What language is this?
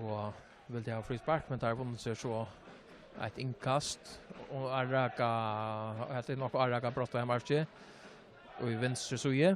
Faroese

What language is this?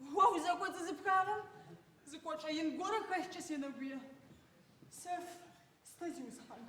Adyghe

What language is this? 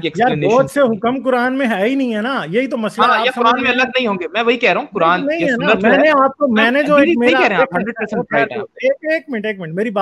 Urdu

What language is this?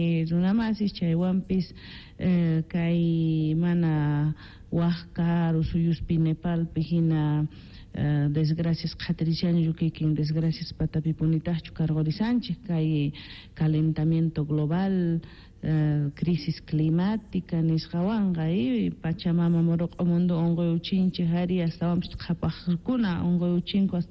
Quechua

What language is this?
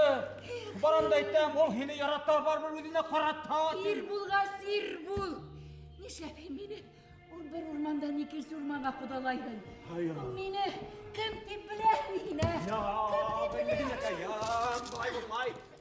Bashkir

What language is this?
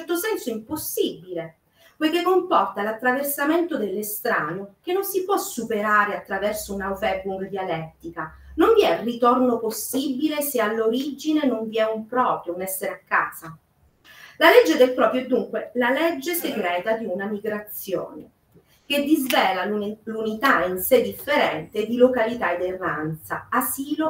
Italian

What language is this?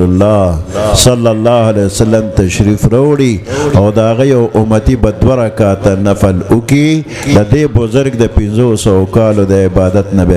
Pashto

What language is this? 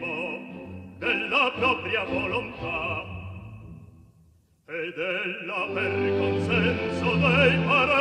Italian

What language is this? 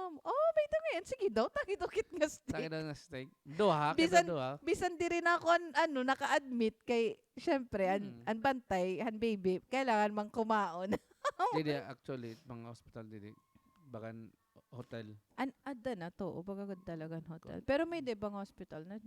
Waray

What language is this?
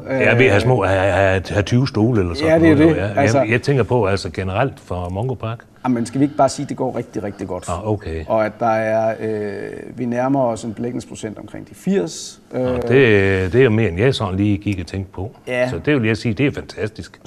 Danish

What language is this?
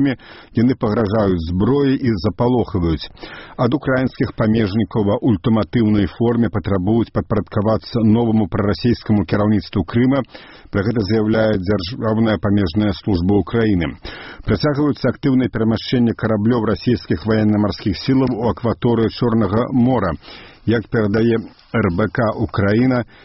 Belarusian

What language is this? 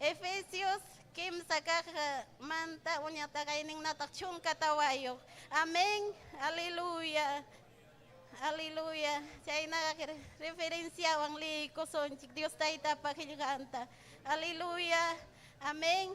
Ayacucho Quechua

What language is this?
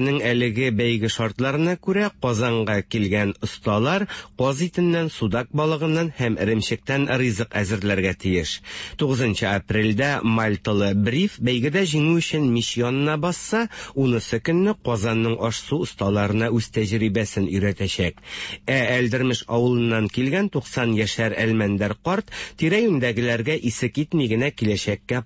Tatar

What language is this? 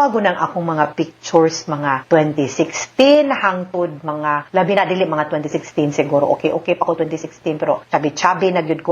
Cebuano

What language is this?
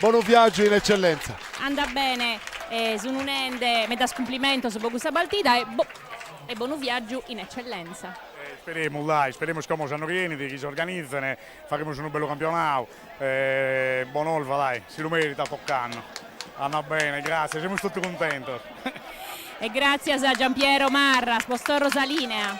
Sardinian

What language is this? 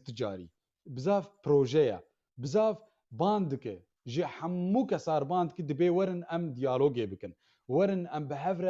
Kurdish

